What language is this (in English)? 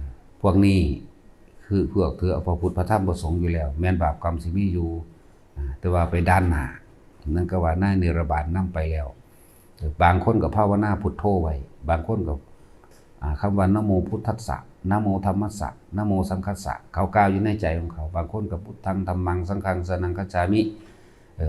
Lao